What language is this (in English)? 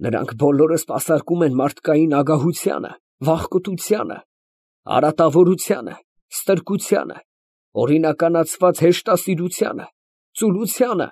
Armenian